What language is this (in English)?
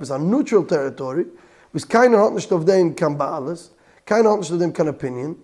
Yiddish